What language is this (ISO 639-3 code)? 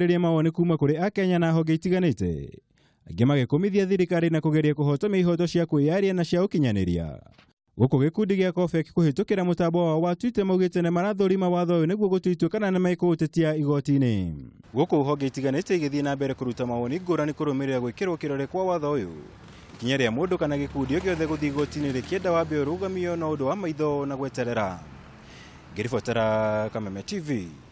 kik